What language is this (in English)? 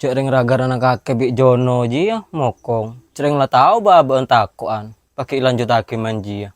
Madurese